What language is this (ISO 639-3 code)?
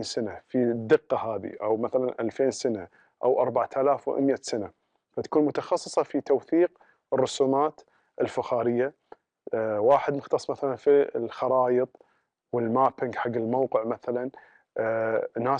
afb